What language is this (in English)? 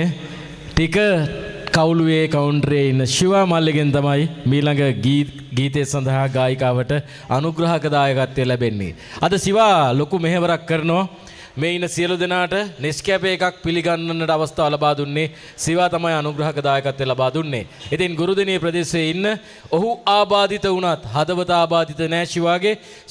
Sinhala